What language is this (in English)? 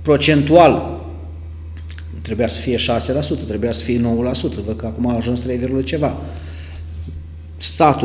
Romanian